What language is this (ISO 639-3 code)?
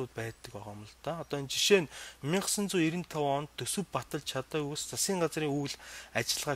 mon